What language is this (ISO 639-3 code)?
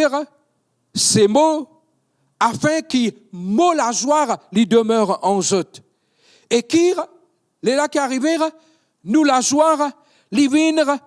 mfe